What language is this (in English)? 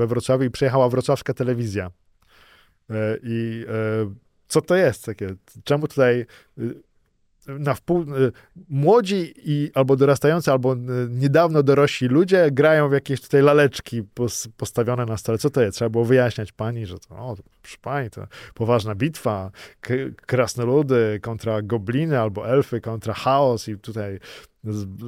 Polish